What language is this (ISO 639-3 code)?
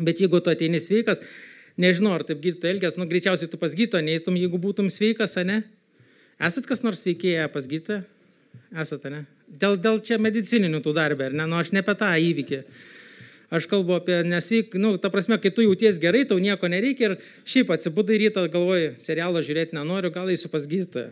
lit